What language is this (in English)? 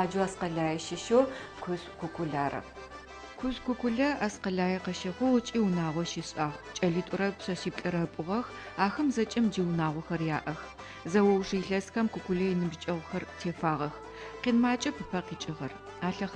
Adyghe